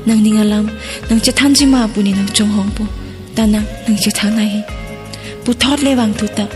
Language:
Karbi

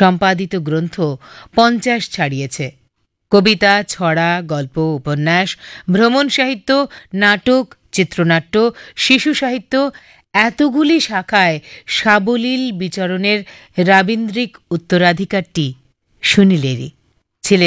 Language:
Bangla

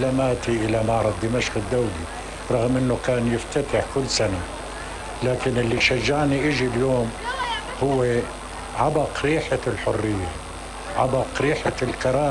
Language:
North Levantine Arabic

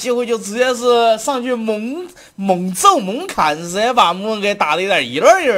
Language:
Chinese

